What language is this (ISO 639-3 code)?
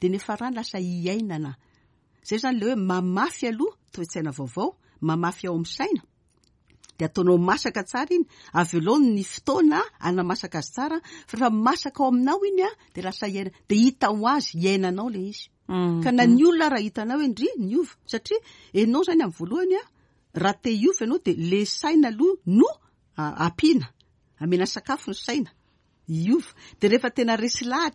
mlg